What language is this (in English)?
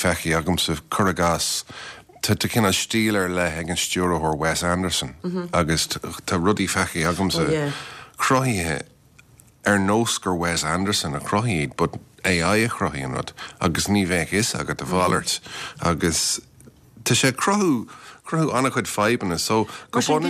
Irish